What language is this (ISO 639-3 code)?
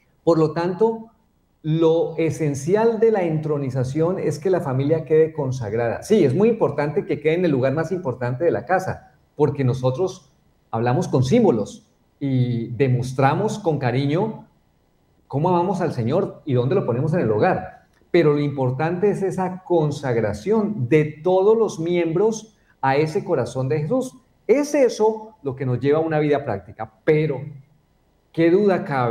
spa